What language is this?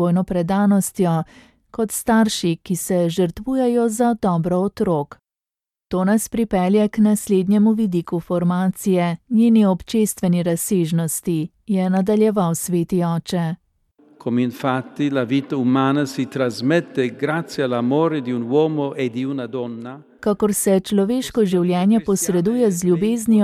Slovenian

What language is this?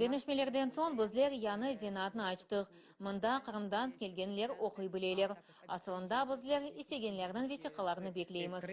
Crimean Tatar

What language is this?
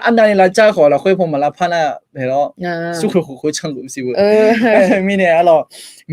Akha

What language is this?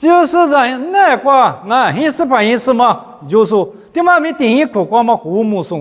Lisu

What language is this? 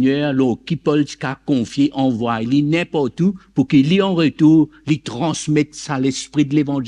Morisyen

